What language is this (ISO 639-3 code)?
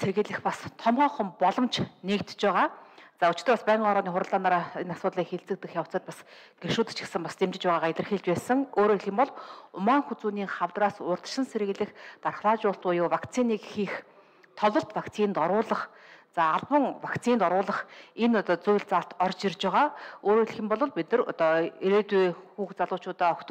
mon